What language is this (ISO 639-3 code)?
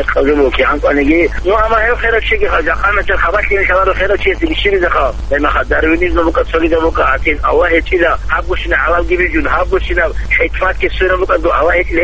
ava